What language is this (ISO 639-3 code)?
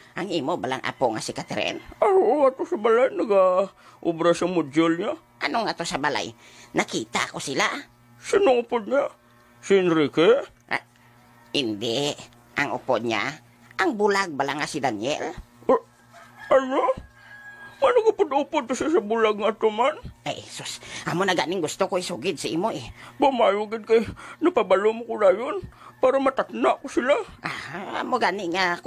hil